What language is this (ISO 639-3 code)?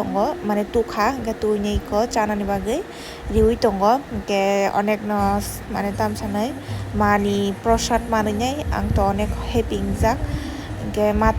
trp